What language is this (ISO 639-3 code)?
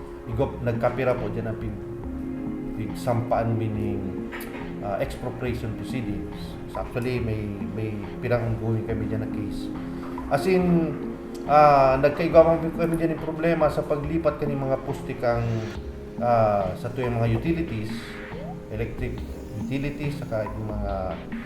bik